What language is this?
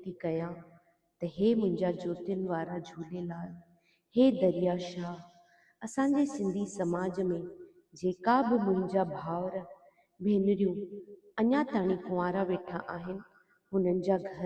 Sindhi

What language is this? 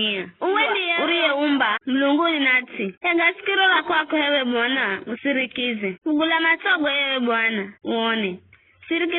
Giryama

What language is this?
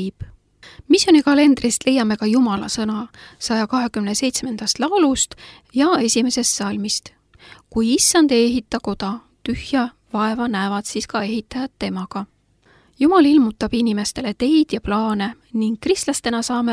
Estonian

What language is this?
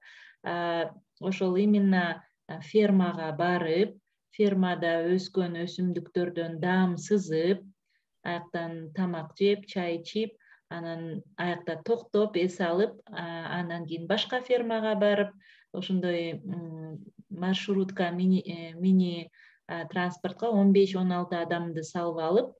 Kyrgyz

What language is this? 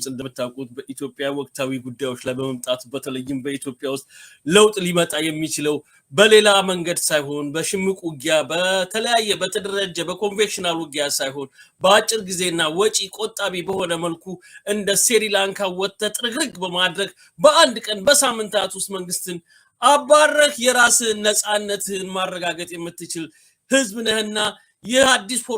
Amharic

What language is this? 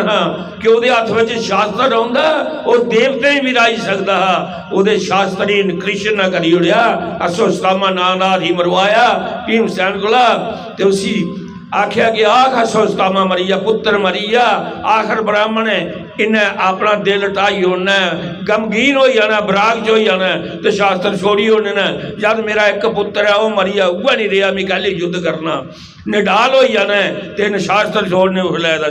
Dogri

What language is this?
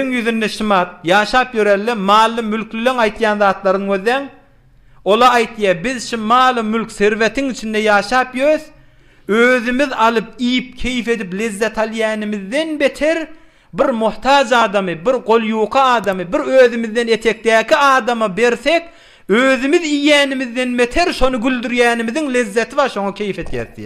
Turkmen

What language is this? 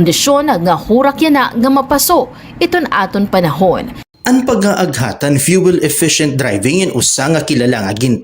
Waray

